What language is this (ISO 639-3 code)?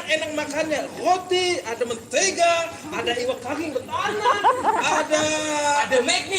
bjn